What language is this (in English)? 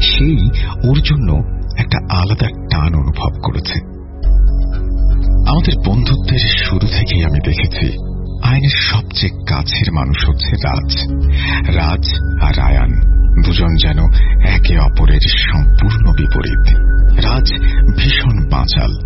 Bangla